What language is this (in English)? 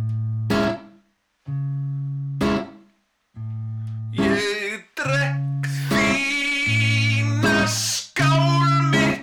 Icelandic